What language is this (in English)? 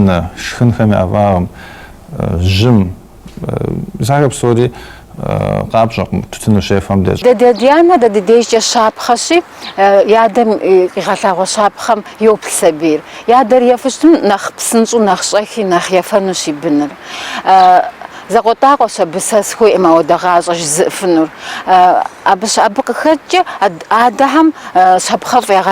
Kabardian